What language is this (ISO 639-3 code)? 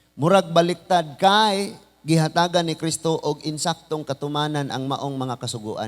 ceb